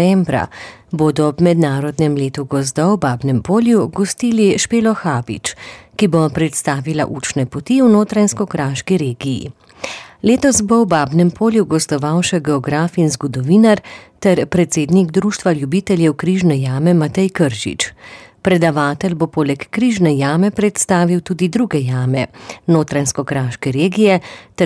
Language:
Slovenian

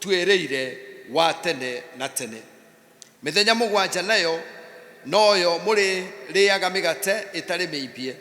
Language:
Kikuyu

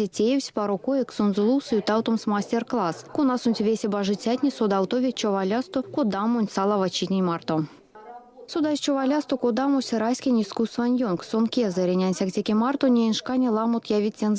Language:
Erzya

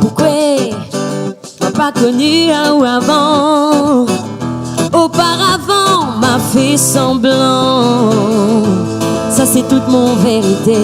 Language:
Réunion Creole French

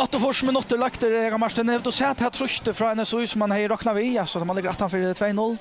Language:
Faroese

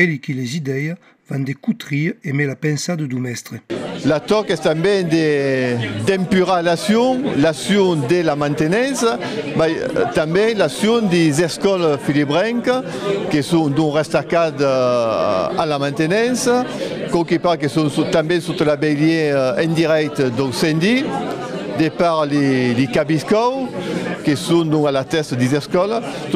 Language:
Occitan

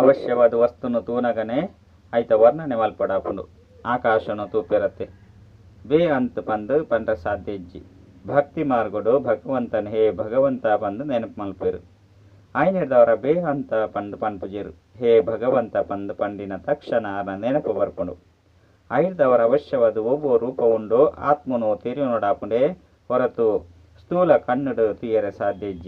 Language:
Tulu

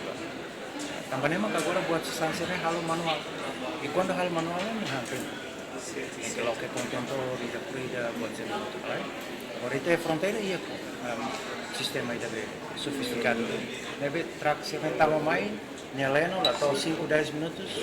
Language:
Tetum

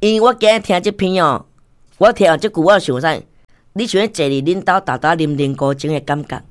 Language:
Min Nan Chinese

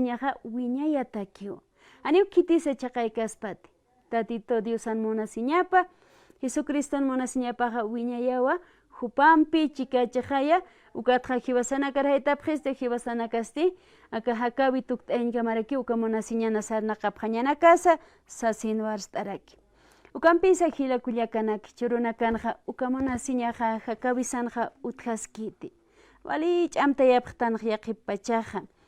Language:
Aymara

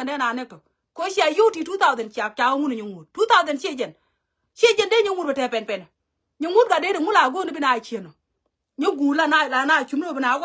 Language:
Nuer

